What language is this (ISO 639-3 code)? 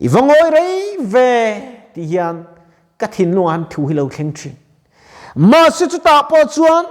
lus